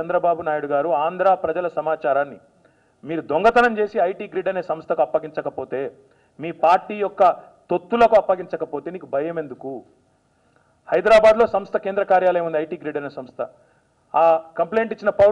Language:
Telugu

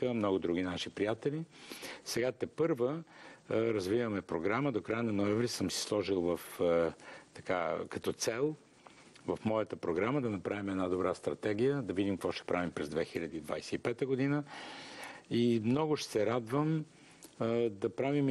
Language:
Bulgarian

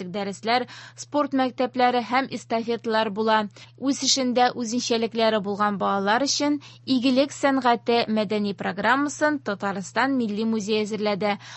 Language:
Tatar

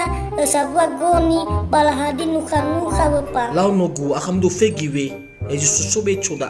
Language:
Nias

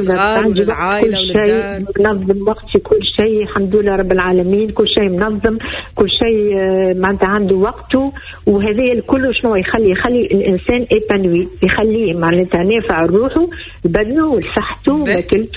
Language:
Tunisian Arabic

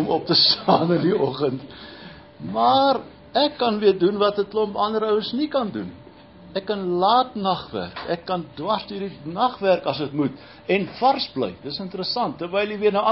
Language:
Afrikaans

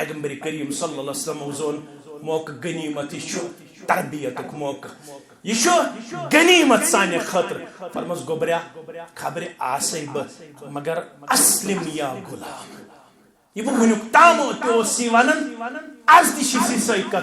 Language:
Kashmiri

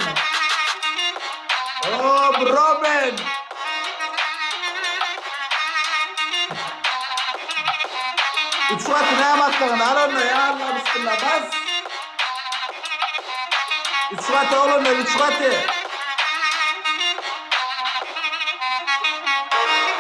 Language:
Turkish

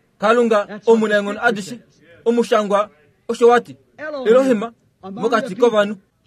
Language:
Kuanyama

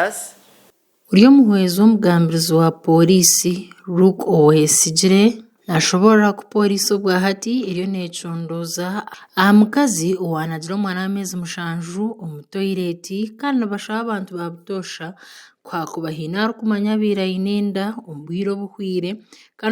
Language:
Nyankole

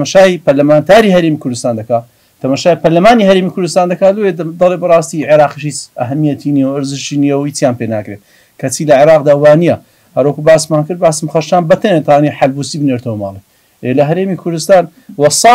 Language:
Central Kurdish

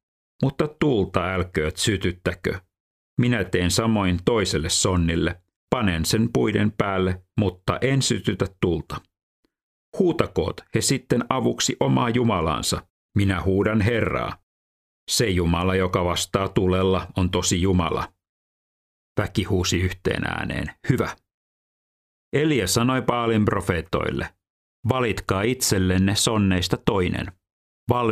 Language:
Finnish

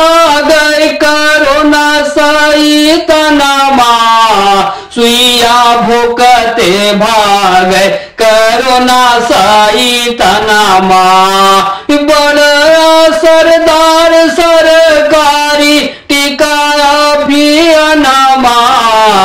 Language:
Bhojpuri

